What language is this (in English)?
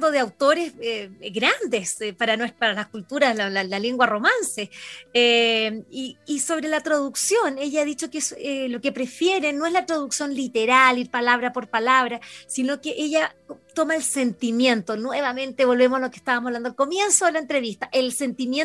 Spanish